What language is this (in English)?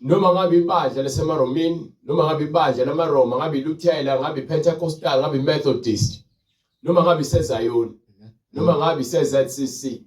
Zulu